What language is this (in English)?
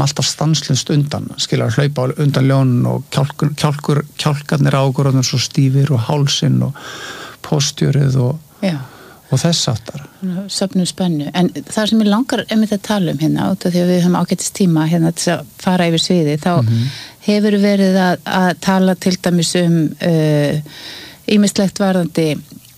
Icelandic